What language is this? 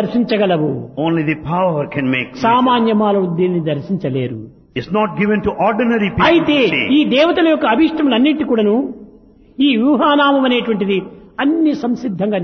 Telugu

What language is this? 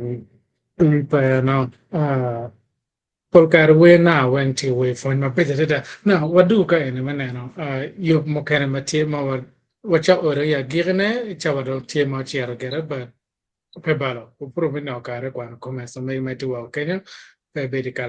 Acoli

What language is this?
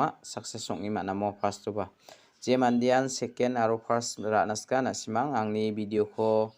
Garo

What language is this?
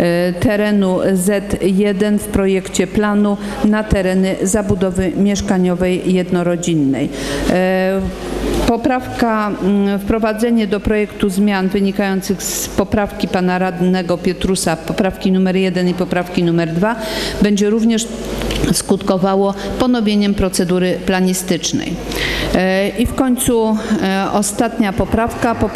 Polish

